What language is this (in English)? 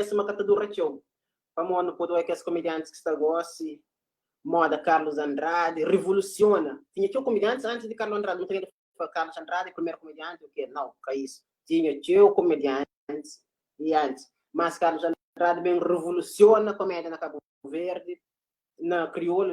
Kabuverdianu